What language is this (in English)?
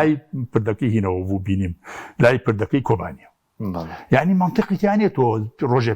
Central Kurdish